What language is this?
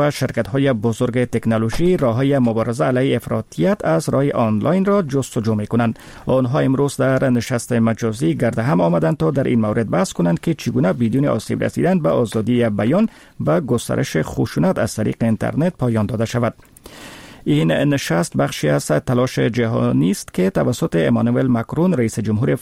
Persian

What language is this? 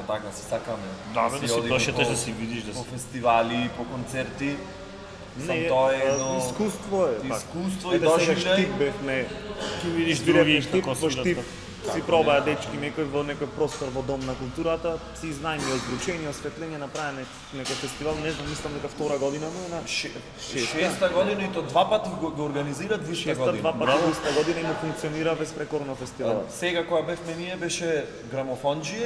Macedonian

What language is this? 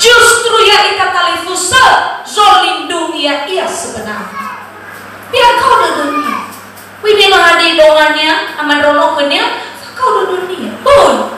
Nias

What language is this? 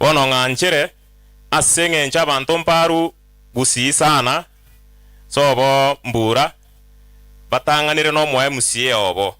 Gusii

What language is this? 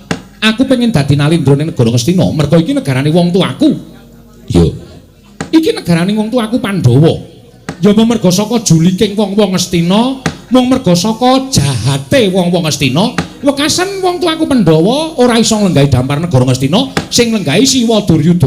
Javanese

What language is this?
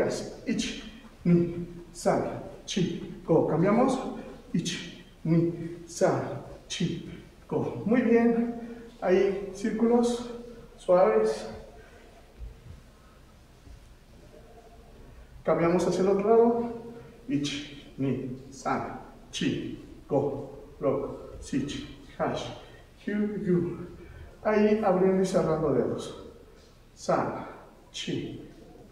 Spanish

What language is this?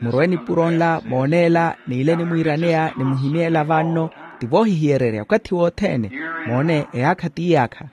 Makhuwa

